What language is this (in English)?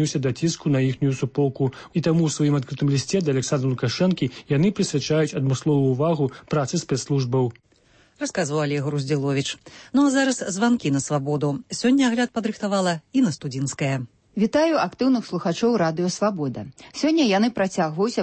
Belarusian